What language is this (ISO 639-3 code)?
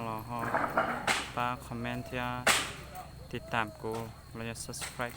hmn